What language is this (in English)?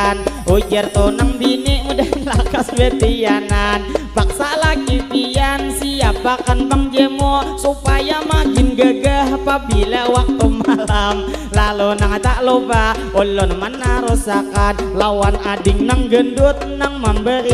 Banjar